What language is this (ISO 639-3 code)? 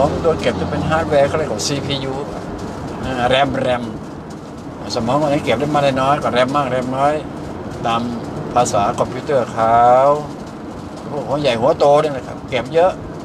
tha